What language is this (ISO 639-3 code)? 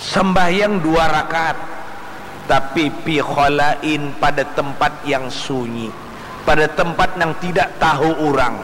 bjn